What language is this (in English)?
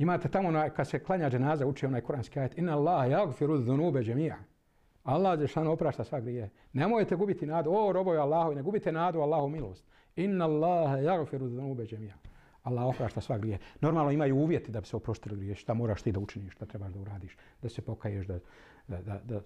Bosnian